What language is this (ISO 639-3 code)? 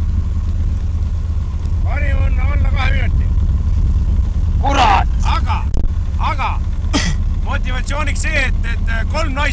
est